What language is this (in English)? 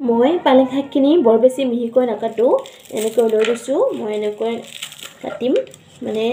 Assamese